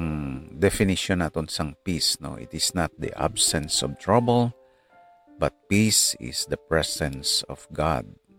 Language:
Hiligaynon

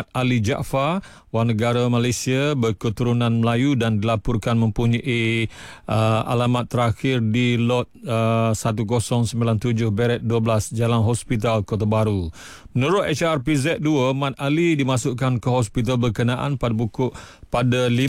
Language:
Malay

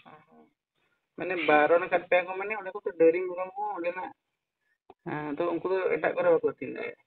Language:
Santali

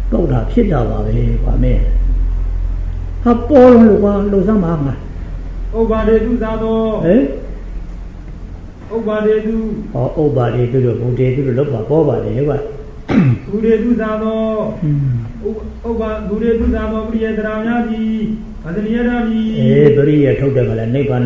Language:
Burmese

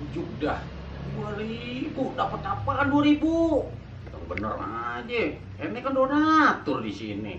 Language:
Betawi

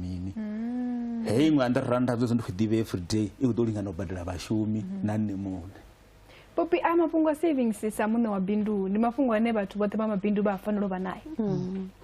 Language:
Venda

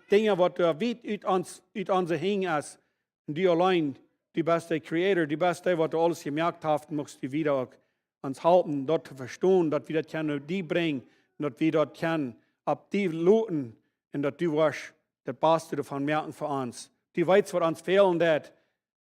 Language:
Plautdietsch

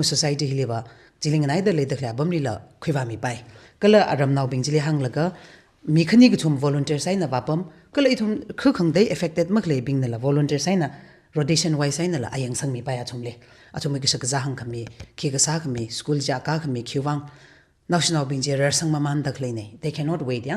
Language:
Tangkhul Naga (India)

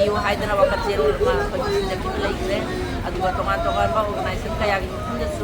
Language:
Manipuri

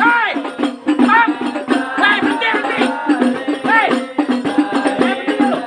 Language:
Betawi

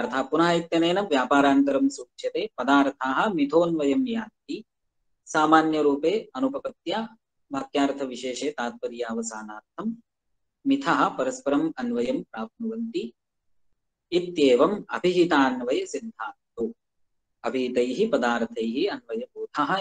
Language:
Sanskrit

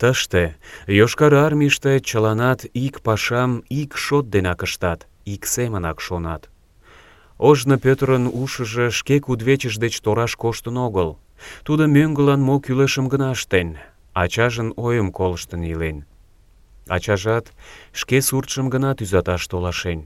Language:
Mari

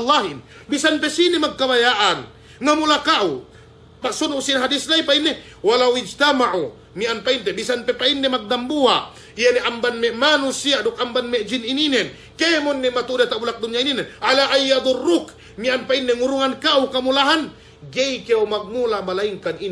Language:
Yakan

